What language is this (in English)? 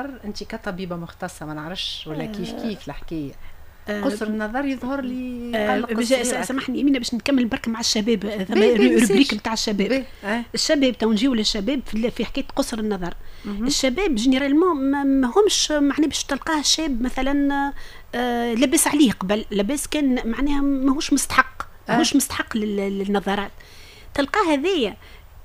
Tunisian Arabic